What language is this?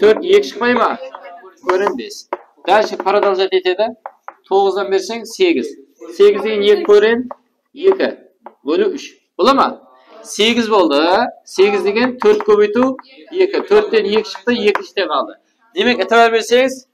Kara-Kalpak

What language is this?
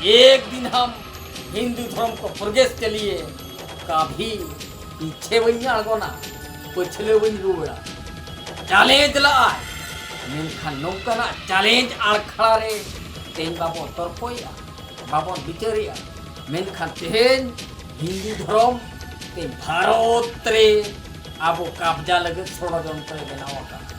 Santali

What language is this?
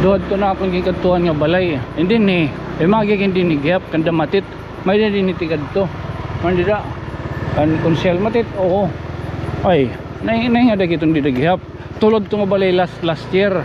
Waray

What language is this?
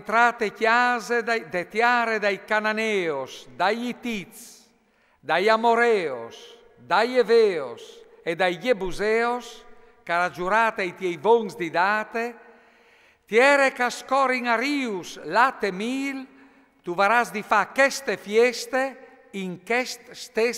Friulian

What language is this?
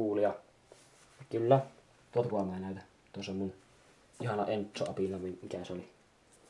Finnish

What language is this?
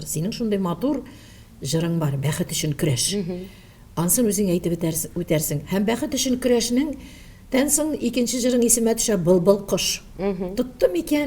Bashkir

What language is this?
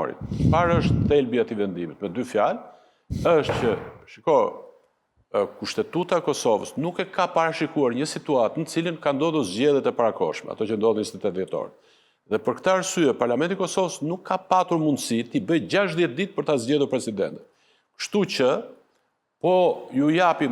Albanian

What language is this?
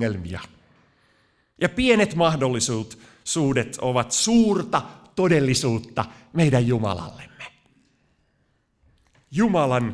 Finnish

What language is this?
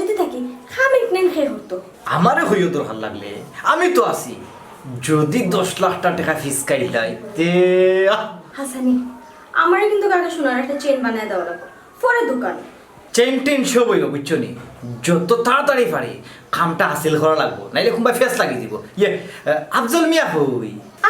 Sylheti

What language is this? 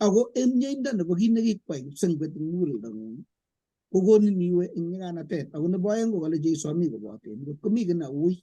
Kalenjin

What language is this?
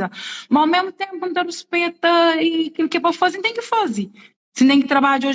Kabuverdianu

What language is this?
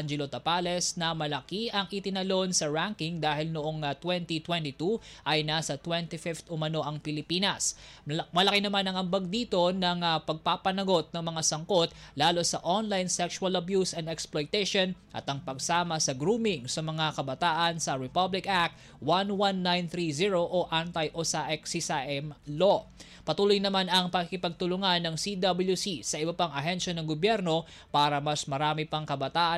Filipino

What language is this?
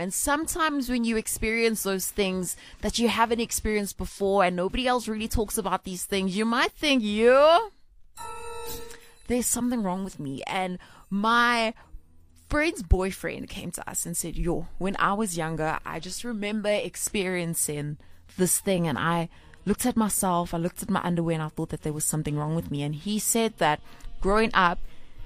English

